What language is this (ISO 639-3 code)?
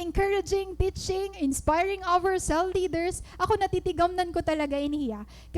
war